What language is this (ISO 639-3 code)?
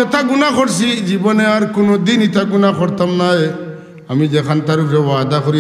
syl